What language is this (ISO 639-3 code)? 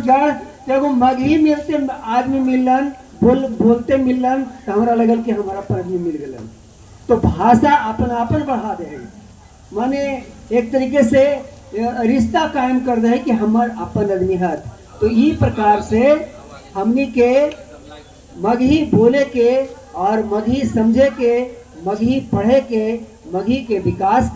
mag